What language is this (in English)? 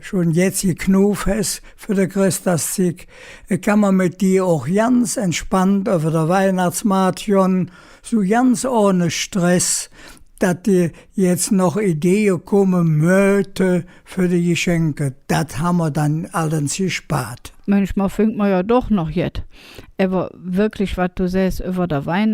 Colognian